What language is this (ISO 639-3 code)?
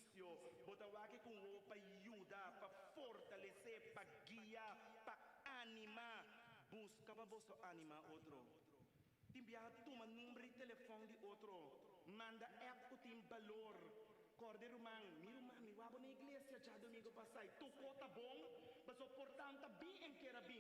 pap